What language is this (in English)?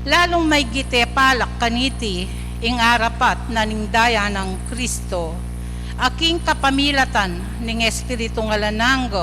Pampanga